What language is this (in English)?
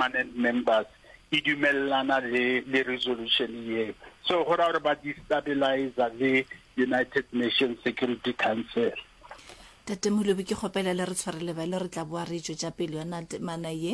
Northern Sotho